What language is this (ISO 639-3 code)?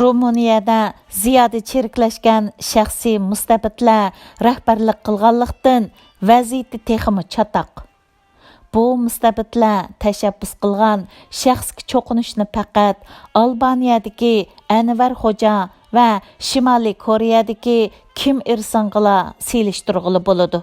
uig